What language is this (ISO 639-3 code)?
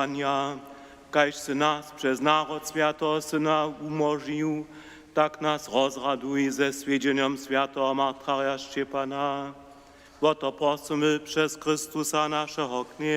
hsb